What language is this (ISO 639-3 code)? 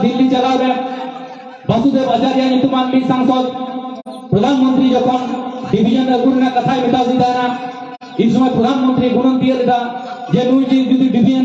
sat